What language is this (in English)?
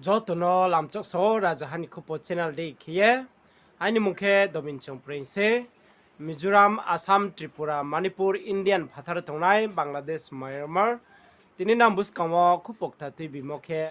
Riang (India)